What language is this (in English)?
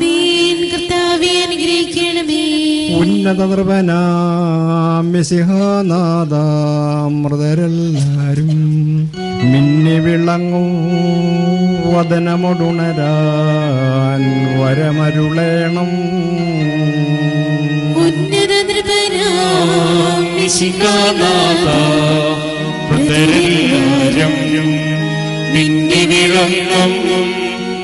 Malayalam